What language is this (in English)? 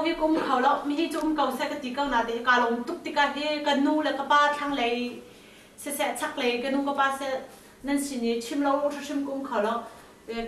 Hakha Chin